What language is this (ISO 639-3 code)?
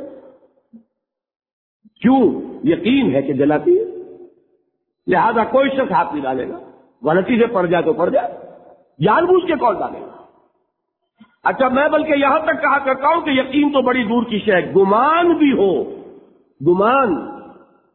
urd